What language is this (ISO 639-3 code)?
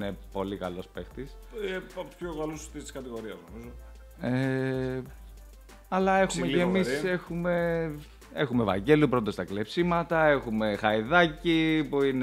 ell